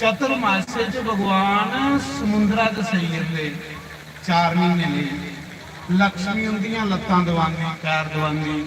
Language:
Dogri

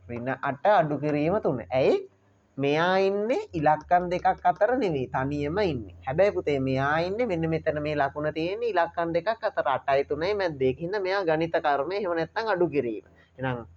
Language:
Sinhala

